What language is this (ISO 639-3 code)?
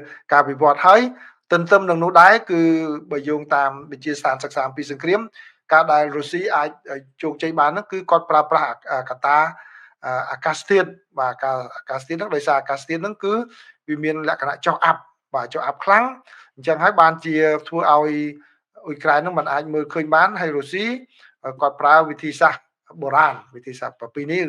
khm